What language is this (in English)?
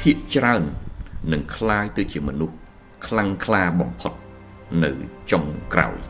Khmer